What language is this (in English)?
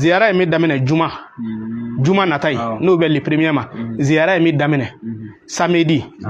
Bambara